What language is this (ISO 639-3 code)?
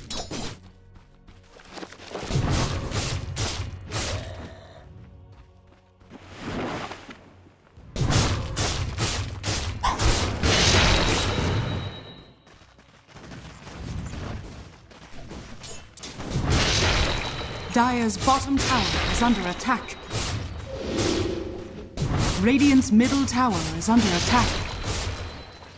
eng